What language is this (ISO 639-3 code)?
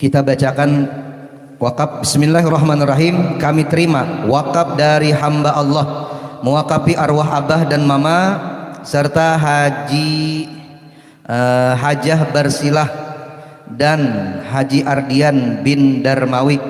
bjn